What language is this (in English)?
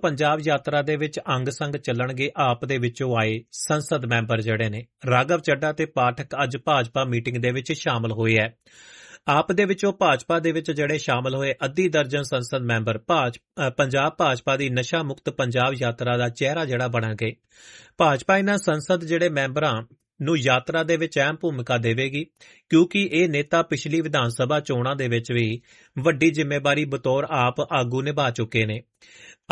Punjabi